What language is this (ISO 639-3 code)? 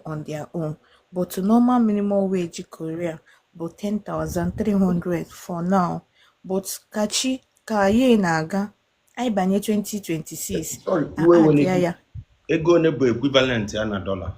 ibo